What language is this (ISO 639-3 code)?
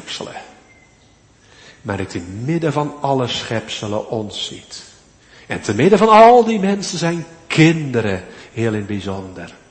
nld